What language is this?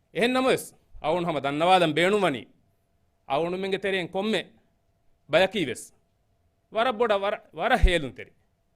Divehi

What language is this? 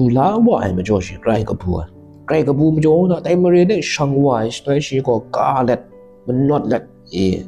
Kachin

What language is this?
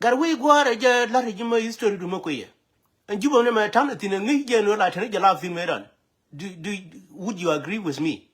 Nuer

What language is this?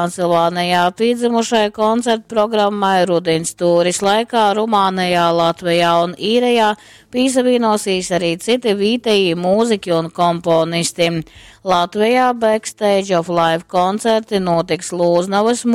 Latgalian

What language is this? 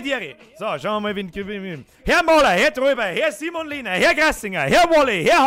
Bavarian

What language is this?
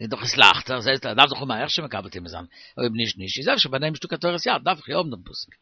Yiddish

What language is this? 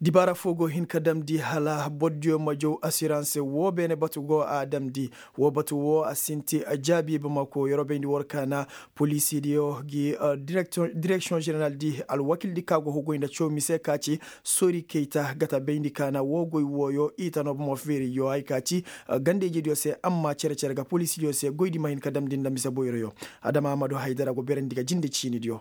Koyraboro Senni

